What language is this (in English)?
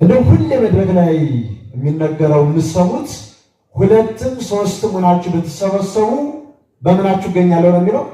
Amharic